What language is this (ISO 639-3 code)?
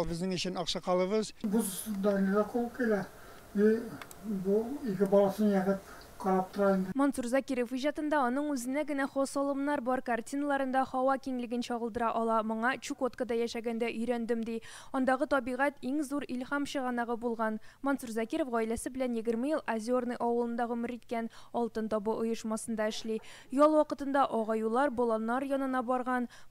tat